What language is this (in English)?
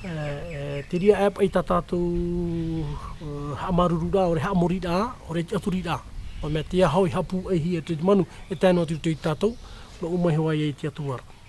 Tahitian